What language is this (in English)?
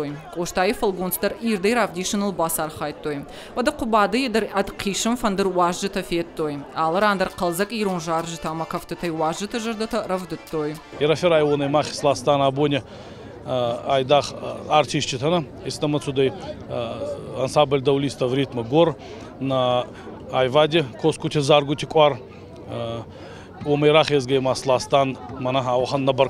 Ossetic